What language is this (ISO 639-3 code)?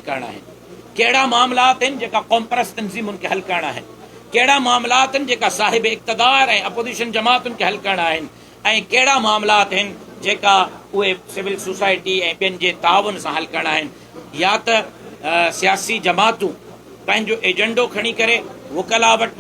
snd